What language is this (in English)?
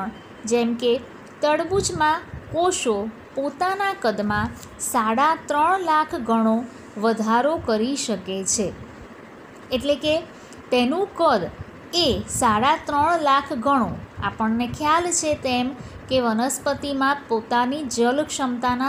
Gujarati